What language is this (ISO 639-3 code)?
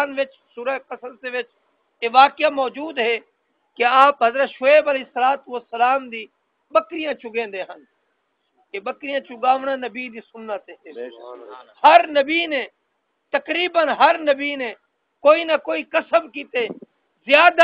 skr